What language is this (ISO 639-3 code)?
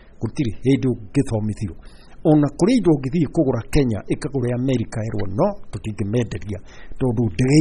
kik